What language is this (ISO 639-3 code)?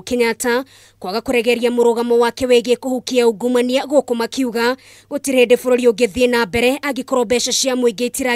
kik